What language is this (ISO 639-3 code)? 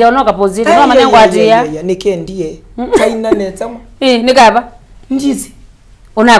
kam